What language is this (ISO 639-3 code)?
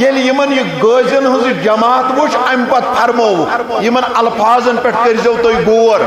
kas